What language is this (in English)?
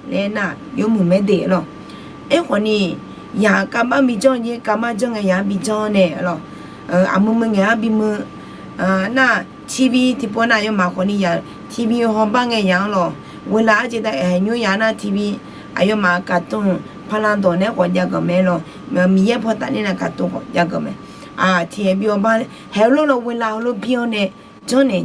Akha